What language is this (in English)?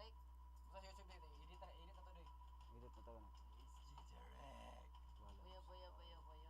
Cebuano